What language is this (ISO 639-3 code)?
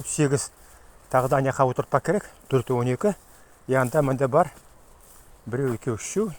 nog